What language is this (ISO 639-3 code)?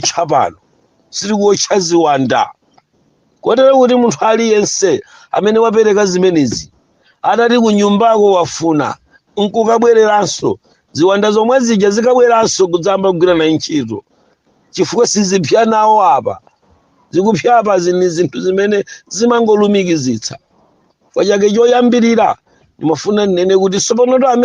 nya